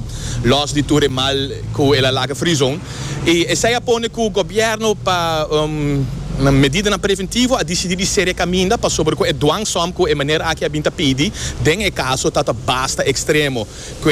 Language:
Papiamento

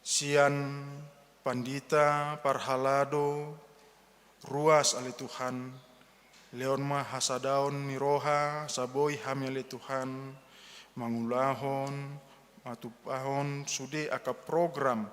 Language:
Batak Toba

